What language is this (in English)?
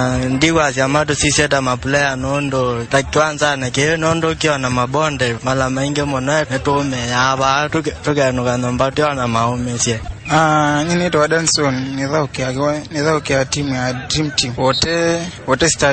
Kamba